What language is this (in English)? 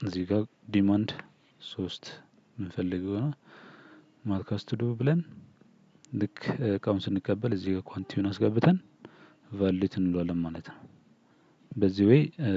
Amharic